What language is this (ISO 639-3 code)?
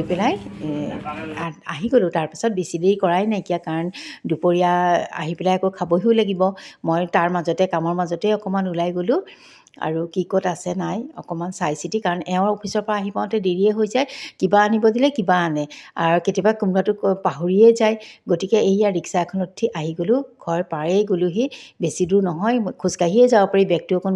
asm